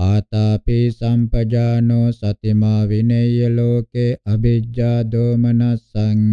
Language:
Pali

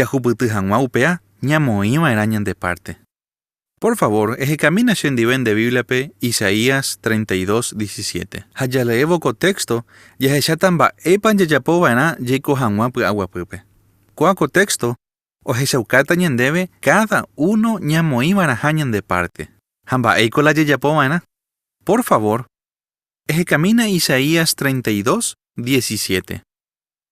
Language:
Guarani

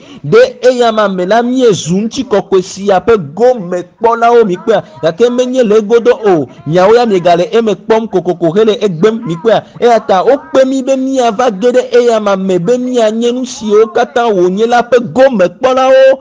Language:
Ewe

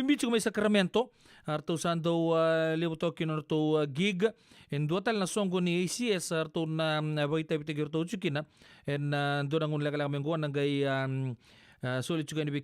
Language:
Fijian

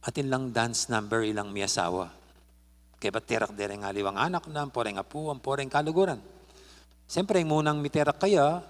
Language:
Pampanga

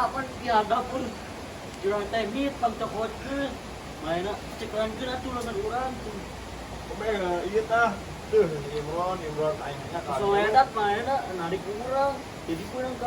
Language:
Sundanese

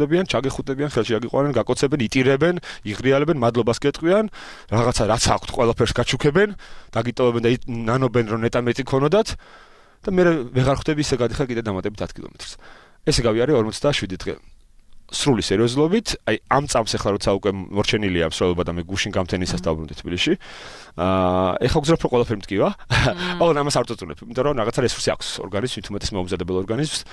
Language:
Georgian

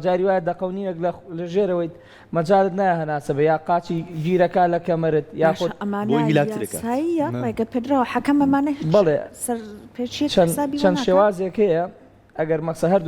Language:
Central Kurdish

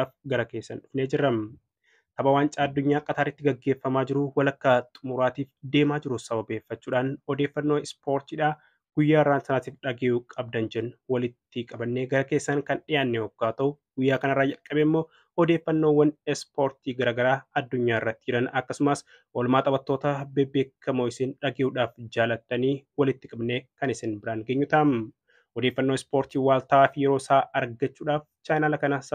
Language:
Oromo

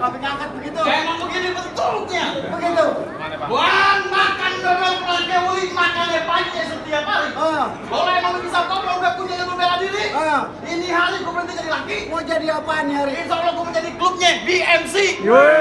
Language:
Betawi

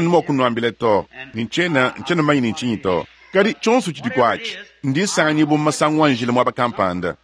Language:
Luba-Lulua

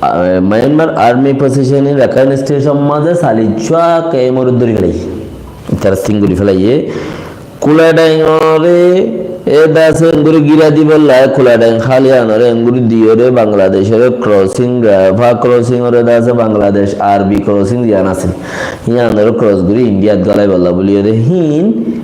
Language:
Rohingya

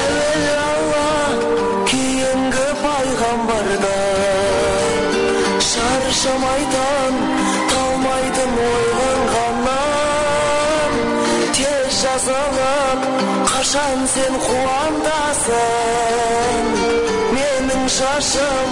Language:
Kara-Kalpak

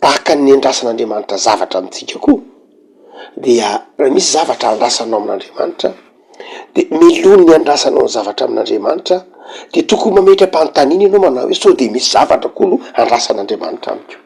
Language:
Malagasy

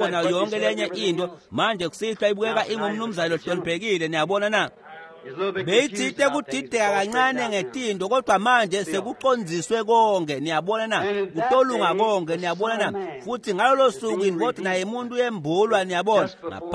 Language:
Swati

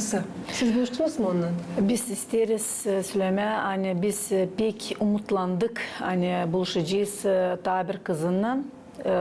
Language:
Gagauz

